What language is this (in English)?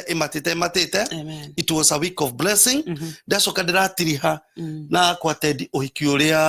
Kikuyu